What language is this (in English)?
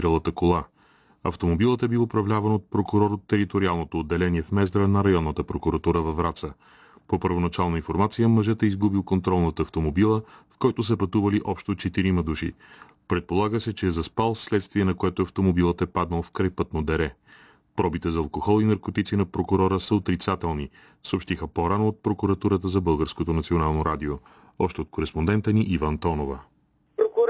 Bulgarian